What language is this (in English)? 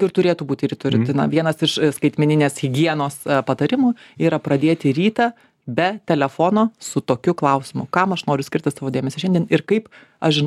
Lithuanian